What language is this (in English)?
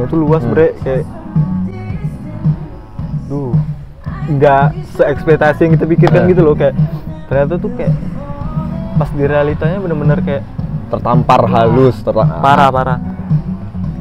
Indonesian